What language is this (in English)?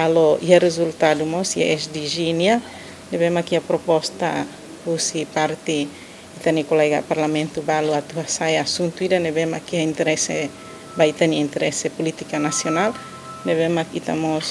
Tetum